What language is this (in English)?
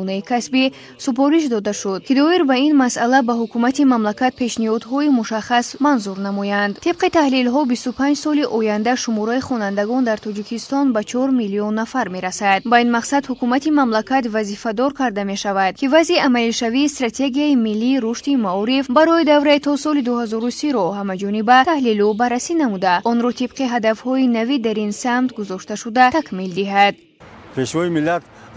Tajik